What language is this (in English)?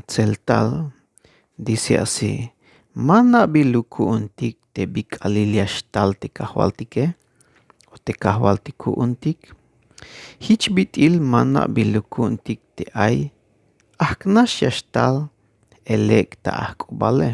Tzeltal